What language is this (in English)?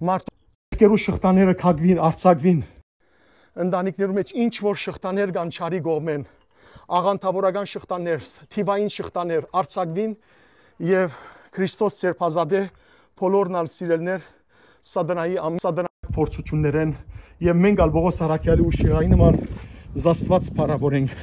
Western Armenian